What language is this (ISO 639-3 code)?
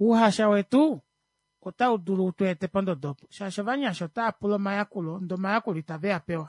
kua